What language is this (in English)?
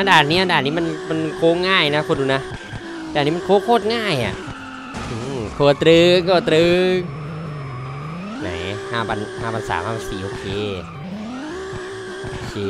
Thai